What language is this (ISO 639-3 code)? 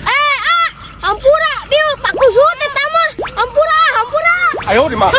sun